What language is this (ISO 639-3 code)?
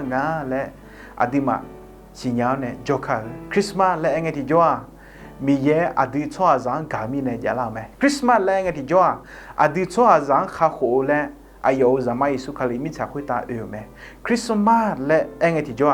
ahk